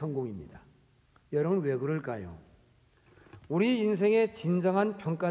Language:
Korean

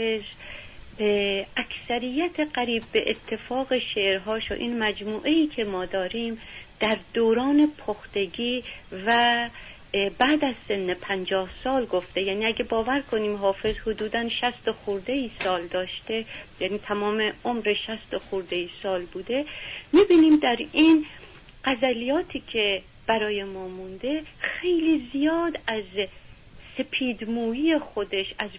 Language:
Persian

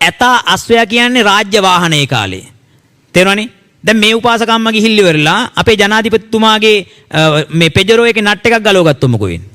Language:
Sinhala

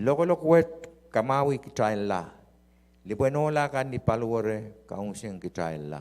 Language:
Pohnpeian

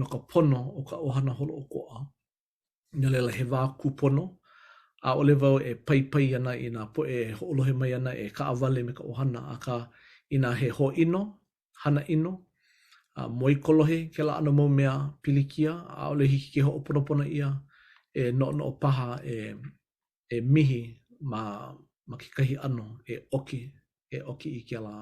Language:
Hawaiian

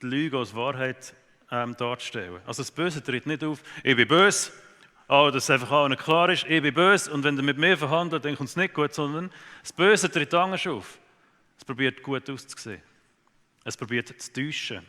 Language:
Swiss German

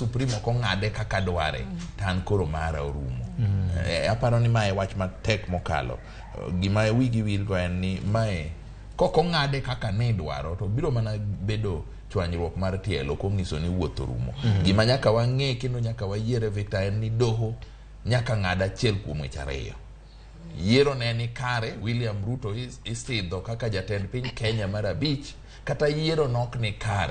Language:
Luo (Kenya and Tanzania)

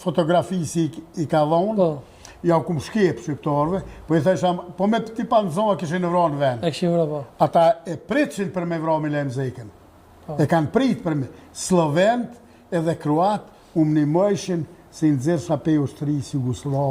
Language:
Albanian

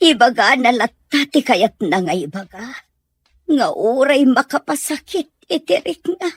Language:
Iloko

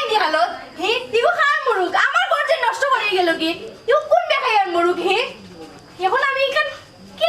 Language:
Sylheti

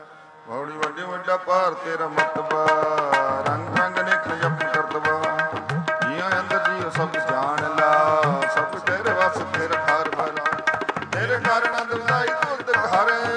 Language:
Punjabi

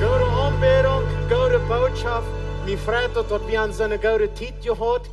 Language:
Plautdietsch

